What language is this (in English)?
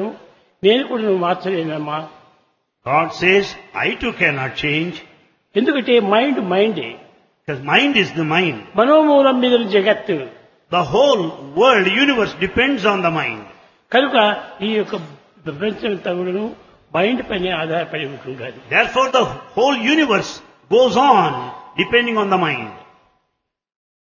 Telugu